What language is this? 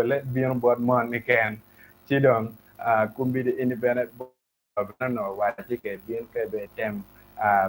Acoli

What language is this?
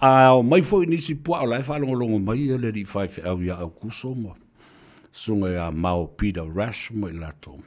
Samoan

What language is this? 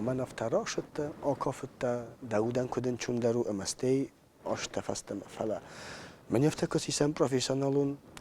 Ossetic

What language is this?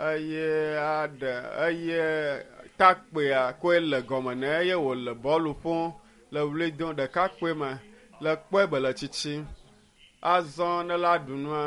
Ewe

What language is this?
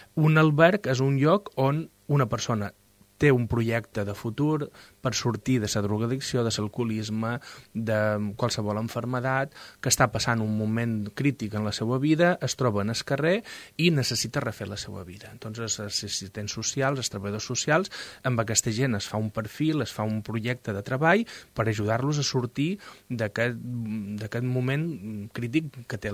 Catalan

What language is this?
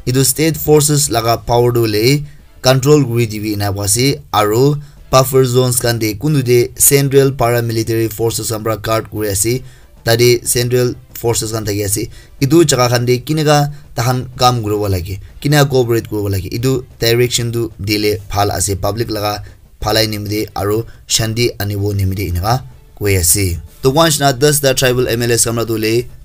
Naga Pidgin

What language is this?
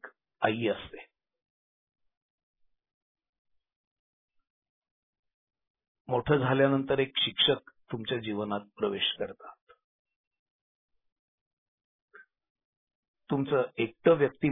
Marathi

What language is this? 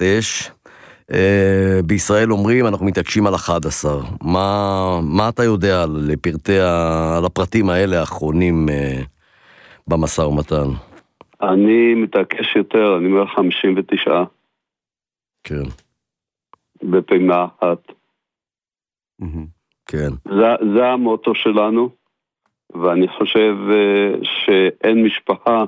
Hebrew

